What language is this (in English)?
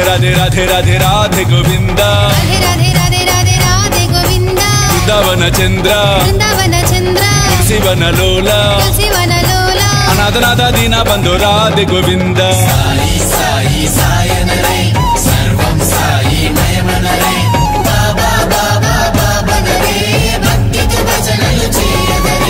Telugu